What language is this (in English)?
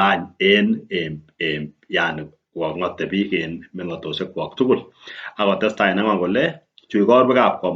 Kalenjin